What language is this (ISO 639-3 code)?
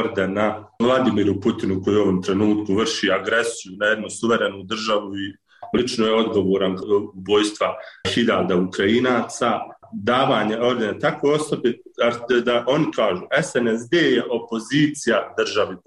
bos